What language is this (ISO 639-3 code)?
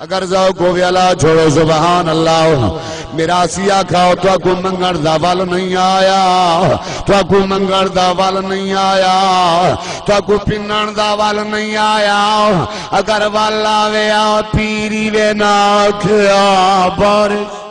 skr